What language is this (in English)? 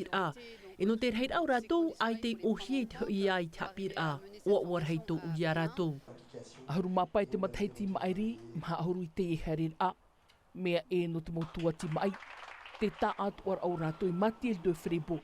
Tahitian